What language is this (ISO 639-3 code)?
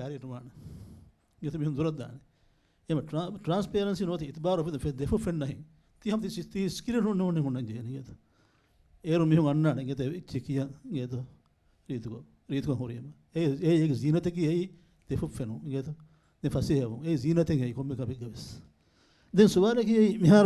div